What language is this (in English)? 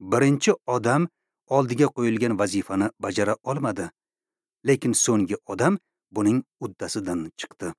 Uzbek